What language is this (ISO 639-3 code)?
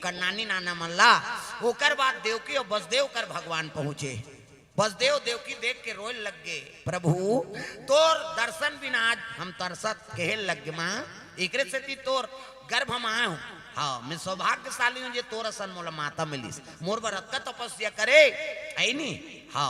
hne